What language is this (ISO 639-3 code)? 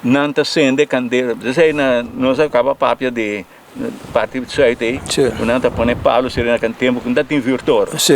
pap